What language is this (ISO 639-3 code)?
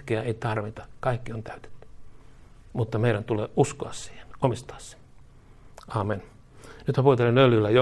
fin